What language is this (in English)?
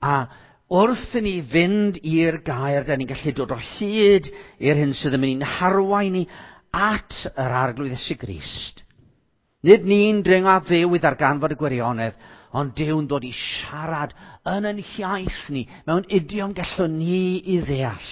Welsh